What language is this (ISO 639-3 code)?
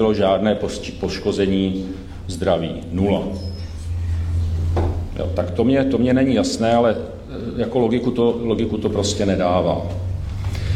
ces